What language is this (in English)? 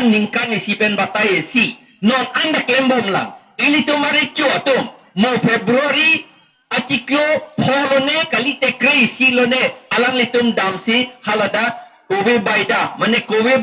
Karbi